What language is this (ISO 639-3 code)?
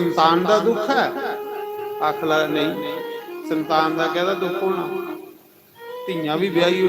doi